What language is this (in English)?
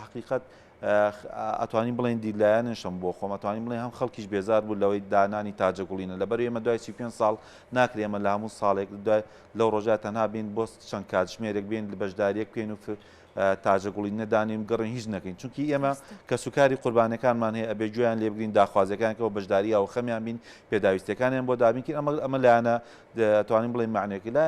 Central Kurdish